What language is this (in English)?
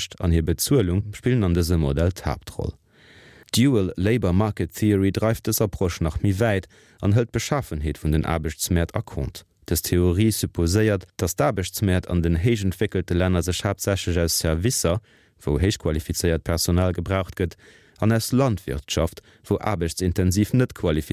Luxembourgish